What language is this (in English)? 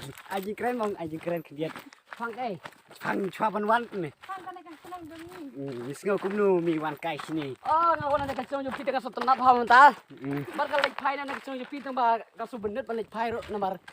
Khasi